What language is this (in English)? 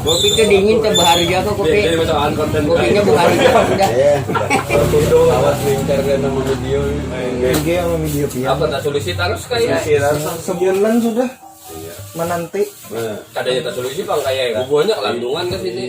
Banjar